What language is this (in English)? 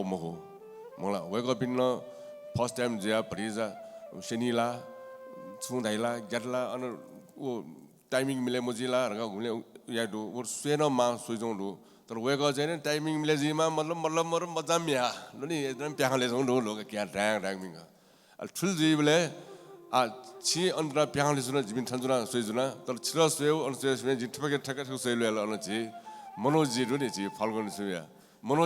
Newari